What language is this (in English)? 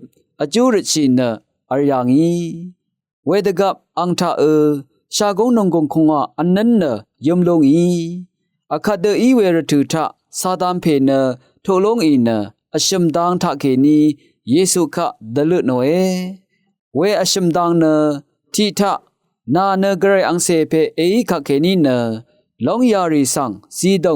Rawang